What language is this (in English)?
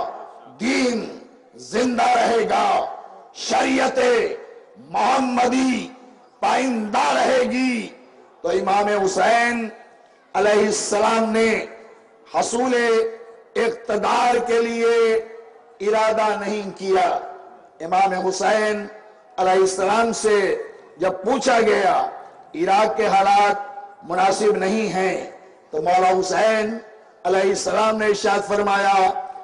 Urdu